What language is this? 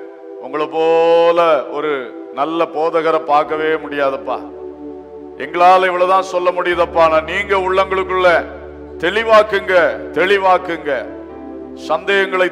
Tamil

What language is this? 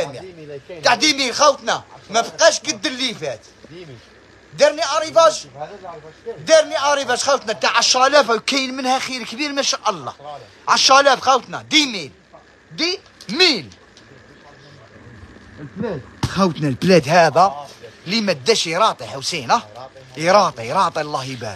Algerian Arabic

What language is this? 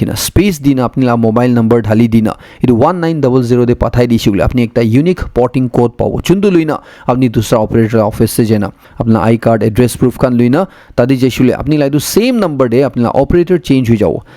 Naga Pidgin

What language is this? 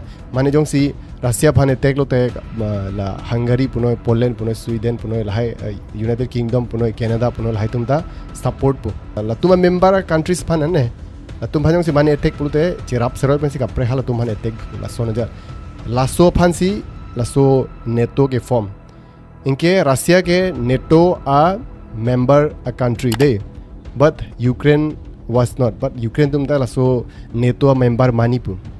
Karbi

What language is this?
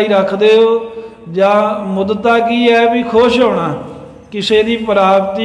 Punjabi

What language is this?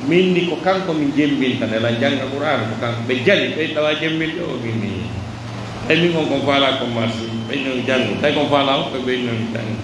Pular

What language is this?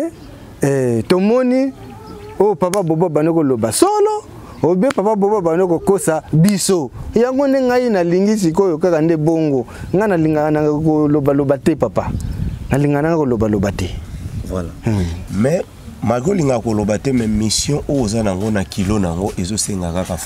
Lingala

